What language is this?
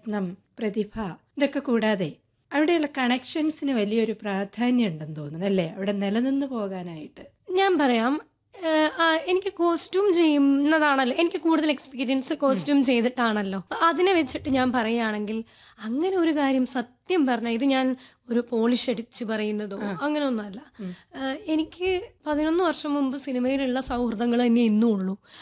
Malayalam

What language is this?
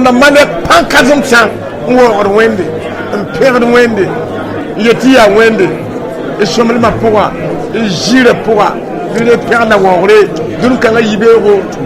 Mossi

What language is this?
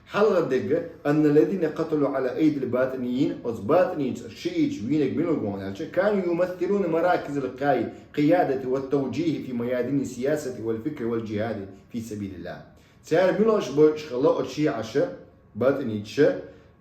Chechen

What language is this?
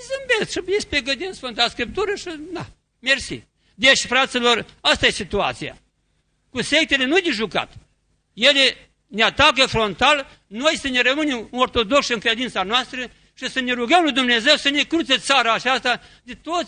Romanian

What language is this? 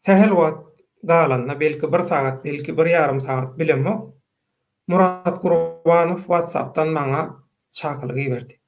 Turkmen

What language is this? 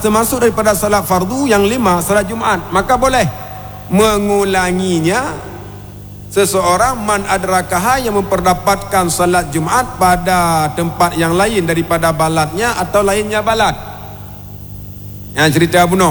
Malay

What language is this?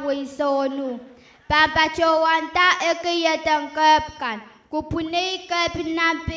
Pohnpeian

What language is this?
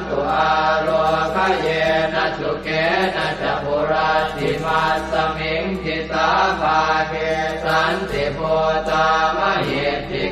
Pali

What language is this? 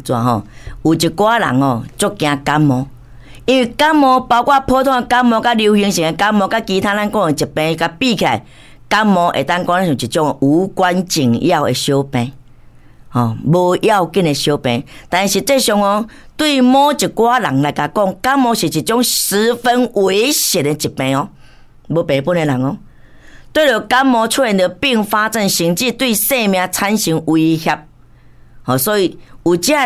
Min Nan Chinese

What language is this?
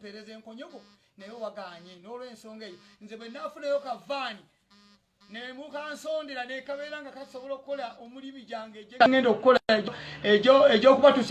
Ganda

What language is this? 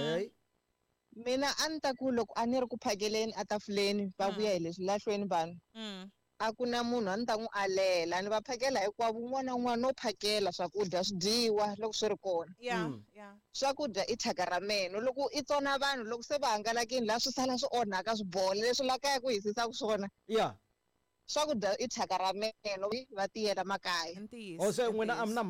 Tsonga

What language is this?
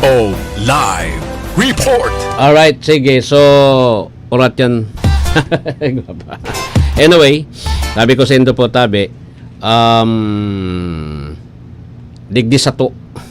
Bikol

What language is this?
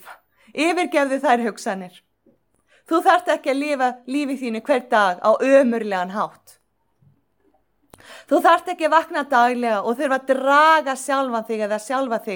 Icelandic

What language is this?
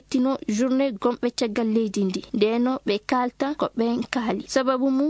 Nigerian Fulfulde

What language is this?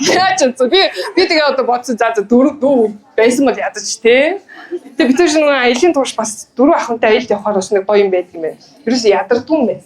Mongolian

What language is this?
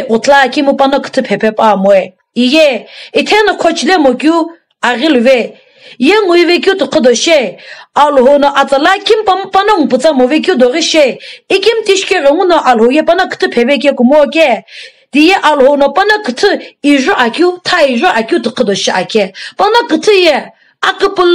Sumi Naga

